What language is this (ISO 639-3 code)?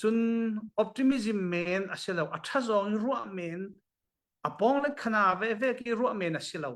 cfm